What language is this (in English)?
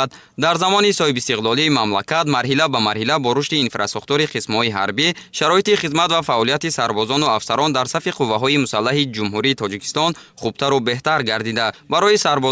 Tajik